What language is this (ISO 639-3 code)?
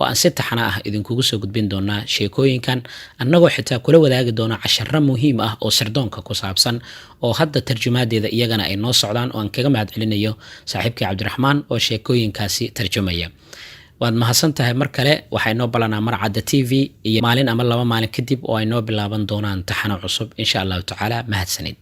som